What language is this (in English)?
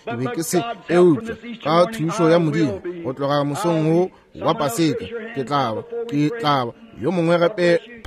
Northern Sotho